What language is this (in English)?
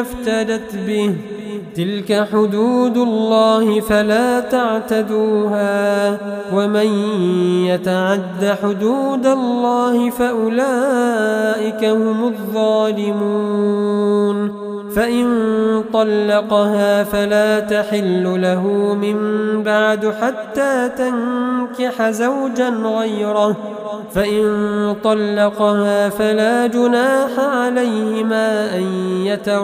Arabic